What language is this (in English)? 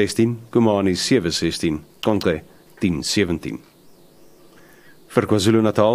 Afrikaans